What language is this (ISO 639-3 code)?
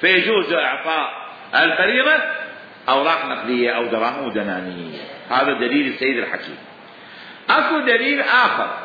acm